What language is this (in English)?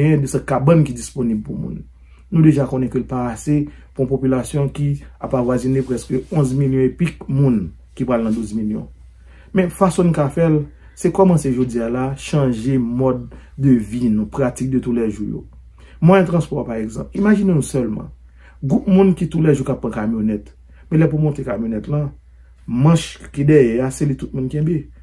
Haitian Creole